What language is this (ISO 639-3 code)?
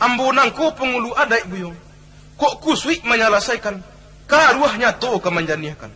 min